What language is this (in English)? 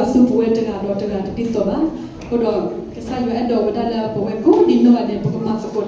S'gaw Karen